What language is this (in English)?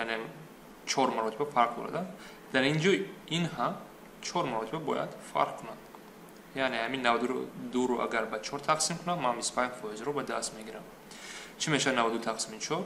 Tajik